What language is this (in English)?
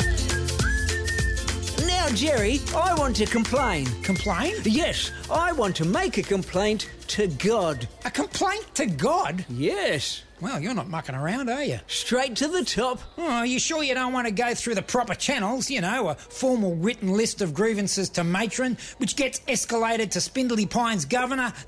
English